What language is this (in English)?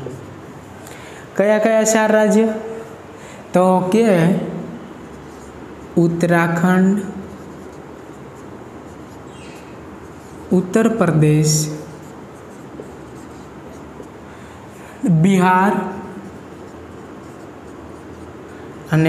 Gujarati